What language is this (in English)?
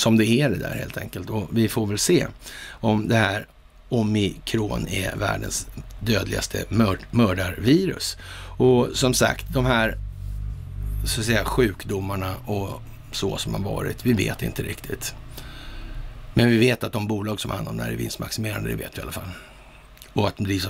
Swedish